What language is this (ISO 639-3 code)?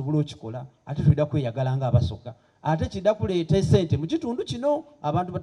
xog